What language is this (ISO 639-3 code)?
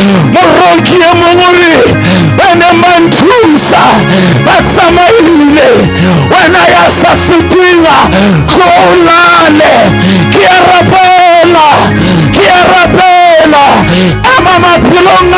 sot